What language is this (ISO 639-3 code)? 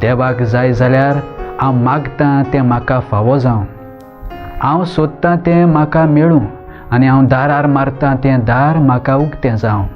kok